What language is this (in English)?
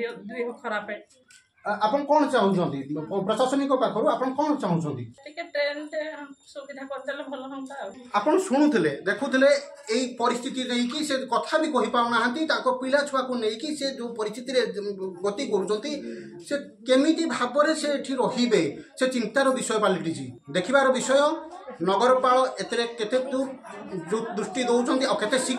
Odia